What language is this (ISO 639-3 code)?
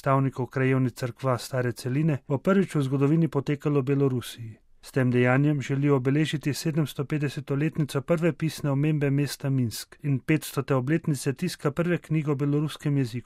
slv